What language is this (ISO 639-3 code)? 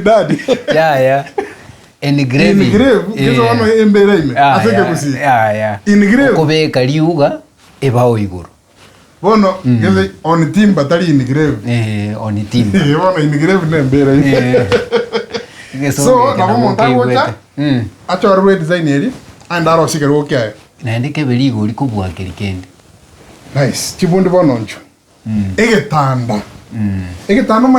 guz